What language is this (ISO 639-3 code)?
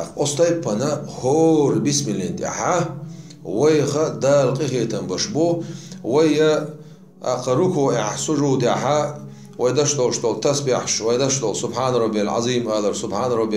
che